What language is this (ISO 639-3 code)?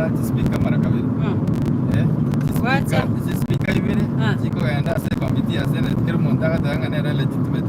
guz